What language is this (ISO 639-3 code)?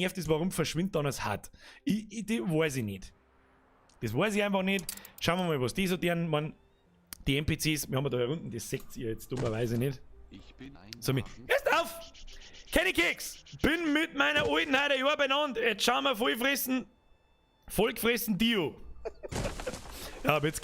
bar